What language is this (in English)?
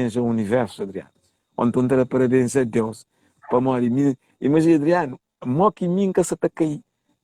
Kabuverdianu